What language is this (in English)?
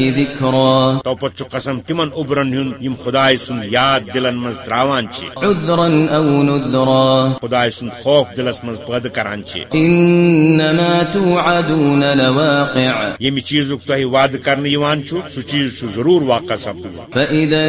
Kashmiri